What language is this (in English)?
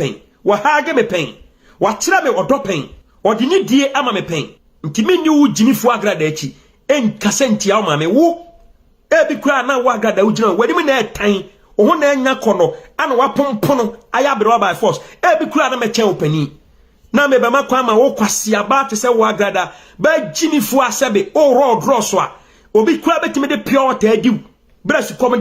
Akan